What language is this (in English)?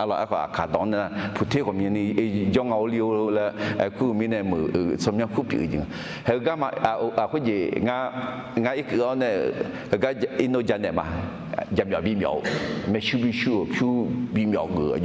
Akha